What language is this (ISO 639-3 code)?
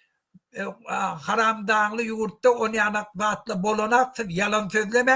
tuk